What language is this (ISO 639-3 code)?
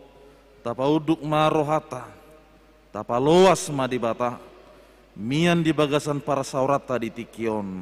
bbc